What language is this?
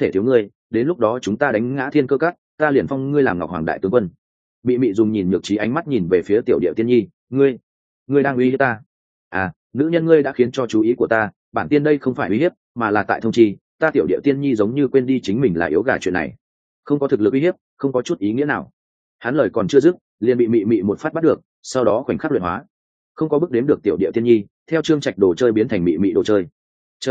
Vietnamese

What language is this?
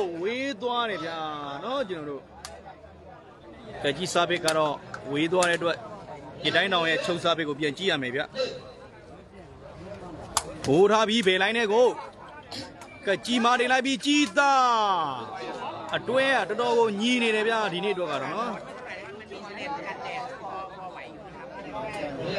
Burmese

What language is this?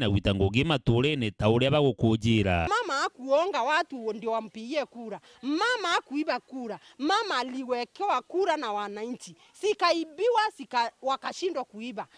Meru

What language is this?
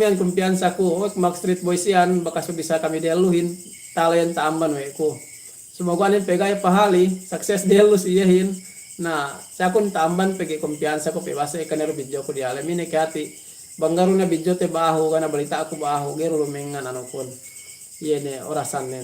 Yakan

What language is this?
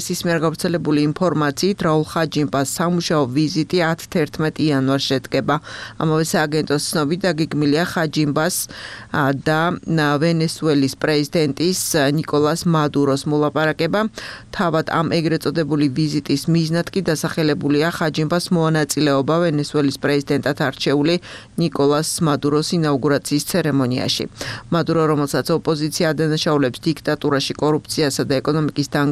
Georgian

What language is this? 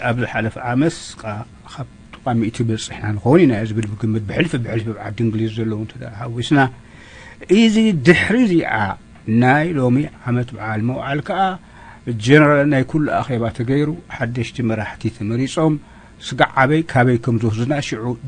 Tigrinya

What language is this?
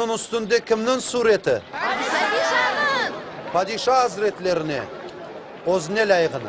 Crimean Tatar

